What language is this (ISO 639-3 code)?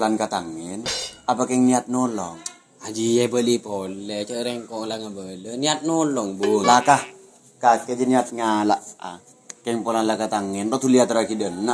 mad